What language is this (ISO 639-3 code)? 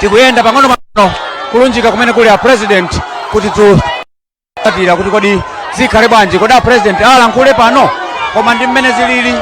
nya